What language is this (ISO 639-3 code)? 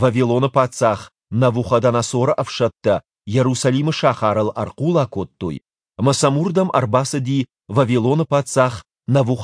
oss